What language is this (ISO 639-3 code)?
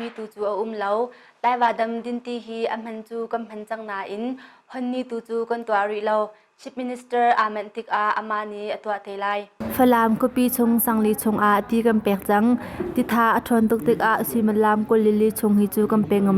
cnh